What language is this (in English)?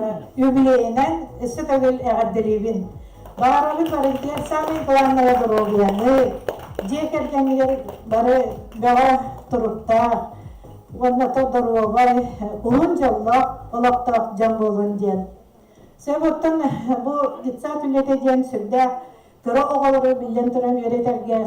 Yakut